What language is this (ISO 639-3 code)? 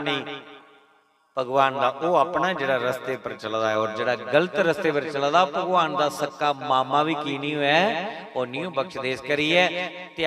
doi